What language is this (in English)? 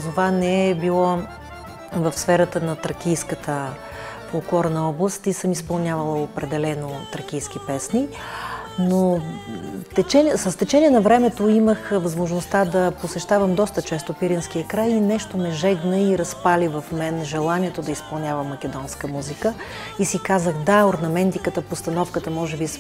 Bulgarian